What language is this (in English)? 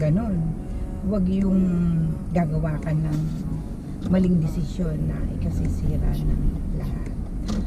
Filipino